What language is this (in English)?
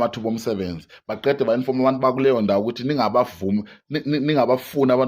Zulu